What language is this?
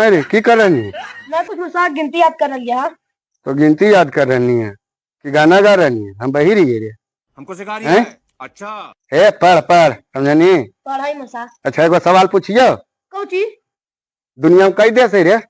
Magahi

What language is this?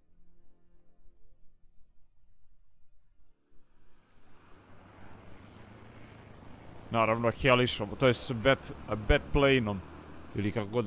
Croatian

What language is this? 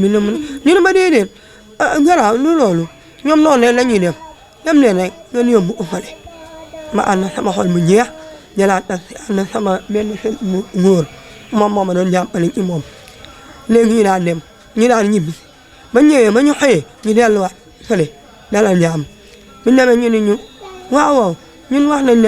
Wolof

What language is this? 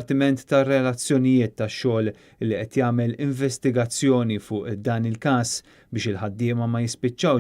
Maltese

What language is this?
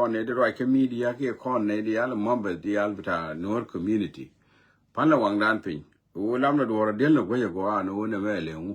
Nuer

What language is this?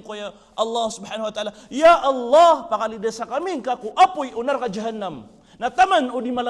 Maranao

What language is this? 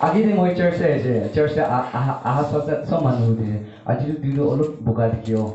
Naga Pidgin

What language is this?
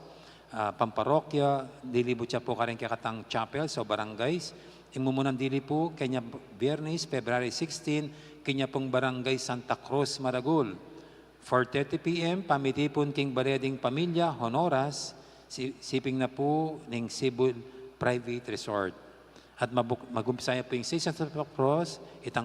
Pampanga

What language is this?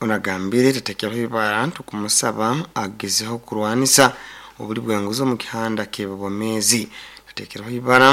Nyoro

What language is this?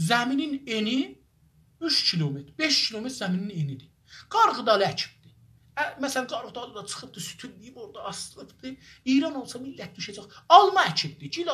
South Azerbaijani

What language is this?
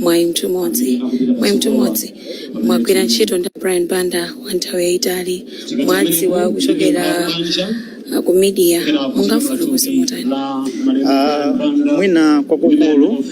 Nyanja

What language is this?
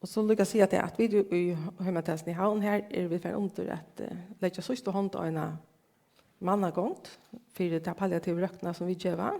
Faroese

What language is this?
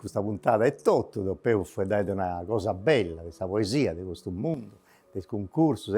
Sardinian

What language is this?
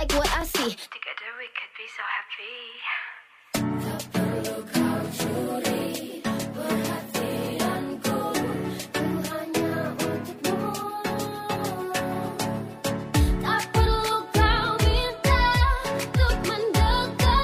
Indonesian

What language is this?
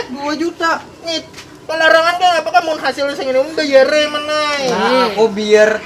Banjar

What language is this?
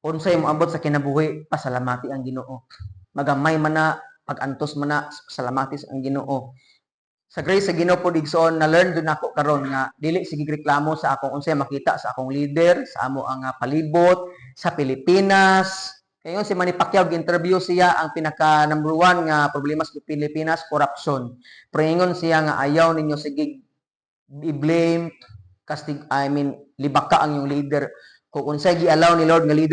Cebuano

